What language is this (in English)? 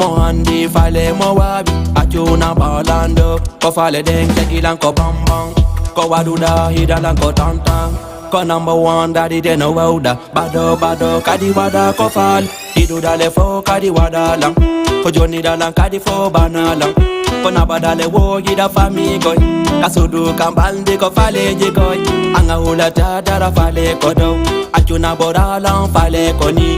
Fula